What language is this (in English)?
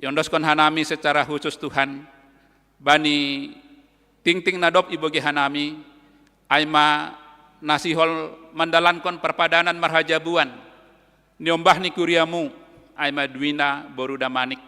Batak Simalungun